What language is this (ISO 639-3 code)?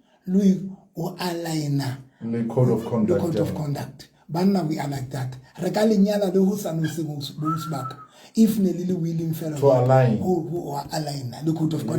sot